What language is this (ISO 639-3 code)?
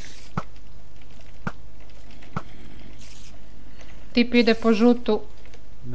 hrv